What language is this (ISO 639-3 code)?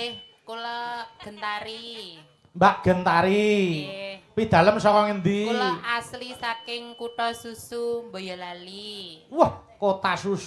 jav